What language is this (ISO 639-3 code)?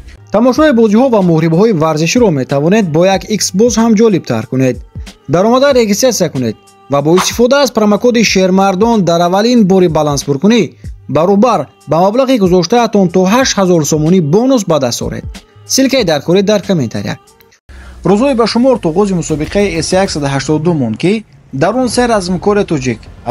tgk